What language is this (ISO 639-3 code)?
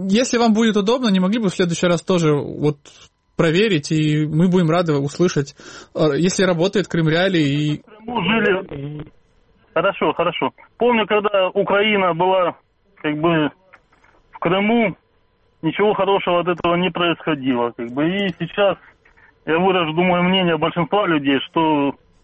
rus